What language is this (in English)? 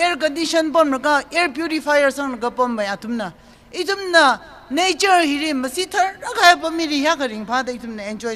Tangkhul Naga (India)